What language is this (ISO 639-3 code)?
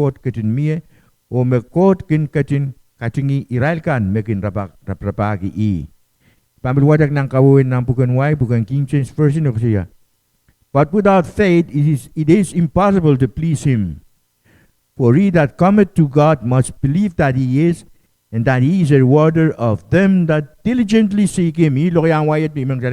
pon